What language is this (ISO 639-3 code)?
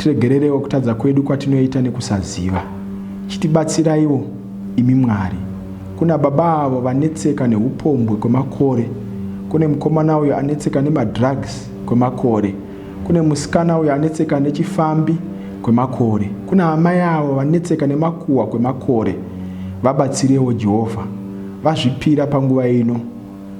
sna